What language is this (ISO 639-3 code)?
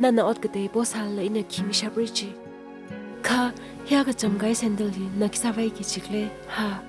nmf